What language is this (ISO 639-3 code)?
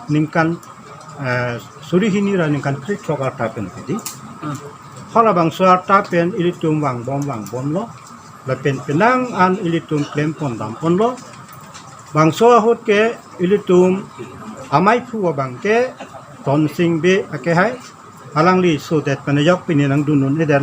mjw